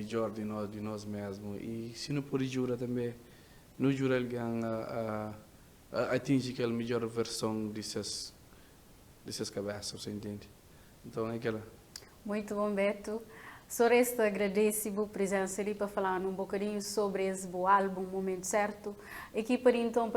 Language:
Kabuverdianu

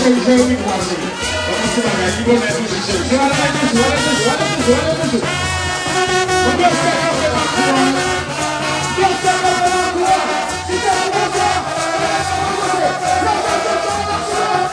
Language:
Haitian Creole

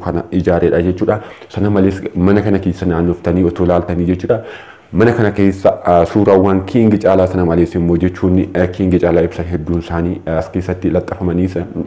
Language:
Oromo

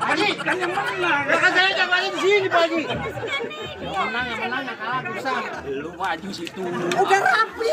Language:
Betawi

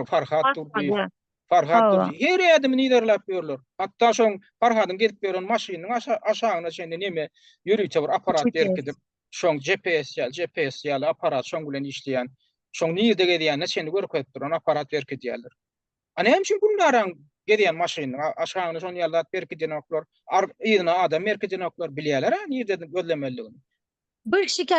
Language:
Turkmen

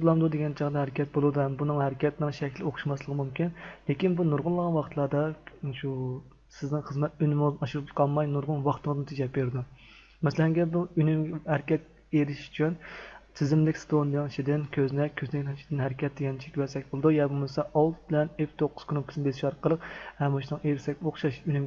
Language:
Uyghur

